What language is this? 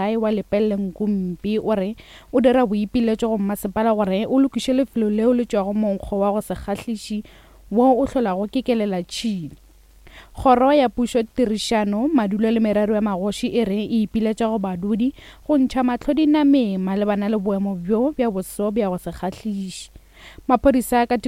Northern Sotho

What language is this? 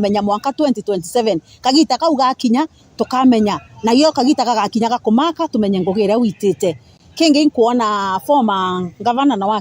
Meru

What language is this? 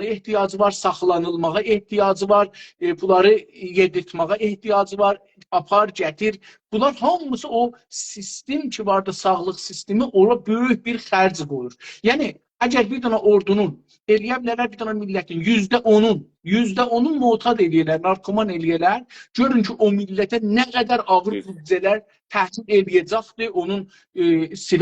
South Azerbaijani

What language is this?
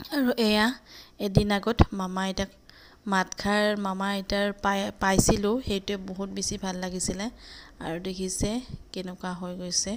Assamese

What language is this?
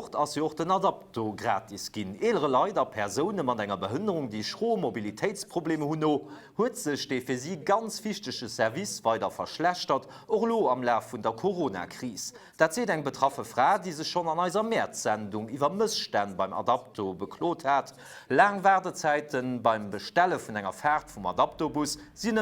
Luxembourgish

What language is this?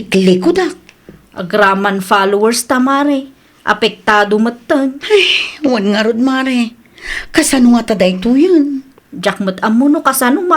Iloko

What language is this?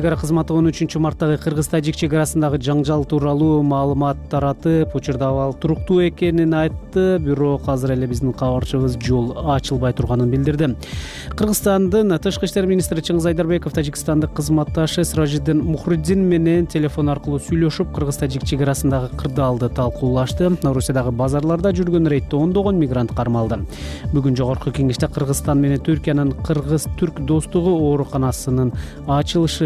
Kyrgyz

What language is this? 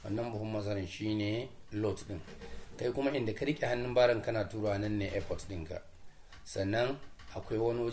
Hausa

